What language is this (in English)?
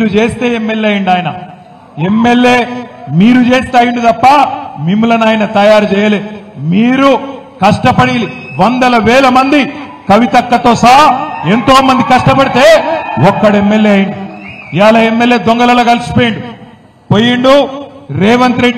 Telugu